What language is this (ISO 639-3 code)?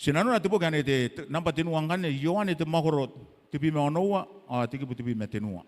gil